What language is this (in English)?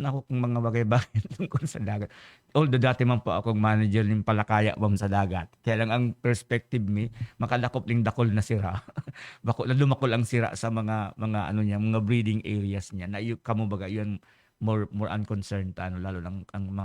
Bikol